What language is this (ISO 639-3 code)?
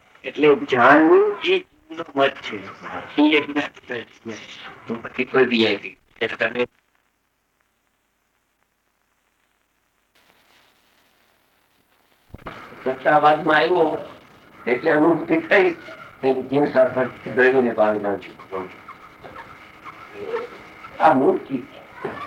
guj